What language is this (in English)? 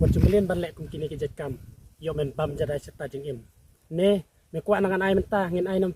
Khasi